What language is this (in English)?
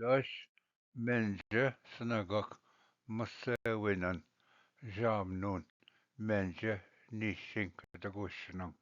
Ojibwa